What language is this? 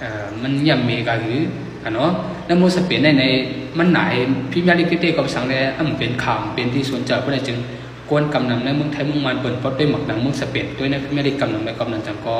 Shan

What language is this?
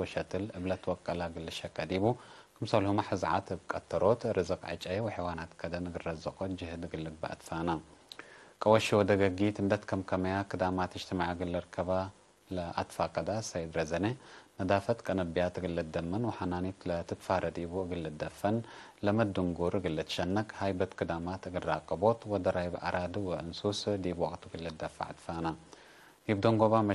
Tigre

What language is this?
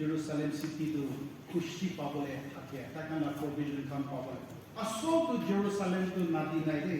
Naga Pidgin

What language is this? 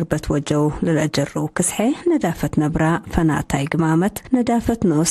Tigre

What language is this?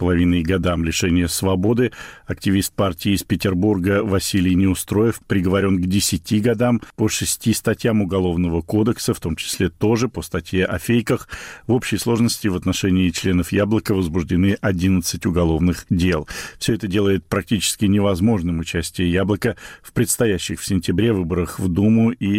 Russian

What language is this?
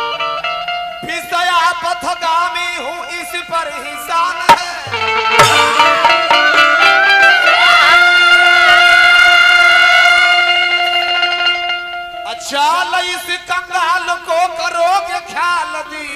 Bhojpuri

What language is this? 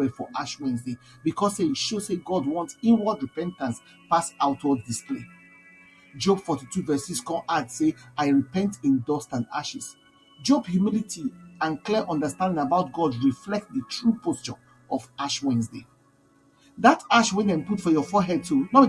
Nigerian Pidgin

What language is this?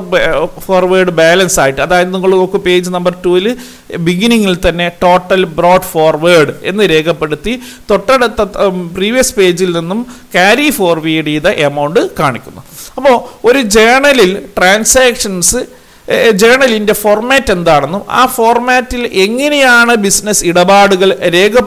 Malayalam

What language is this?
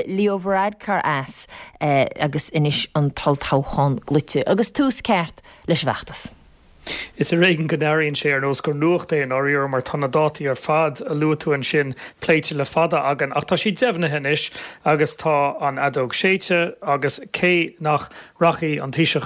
Irish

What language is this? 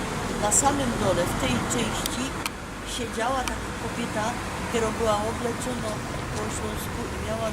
Silesian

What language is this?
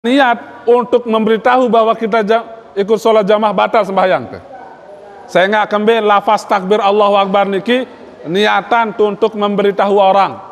Sasak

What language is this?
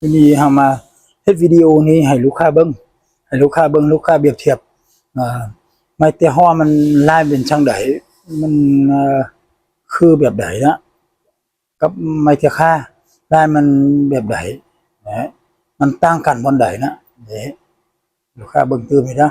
Lao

